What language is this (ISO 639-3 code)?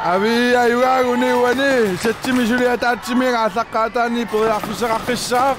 kal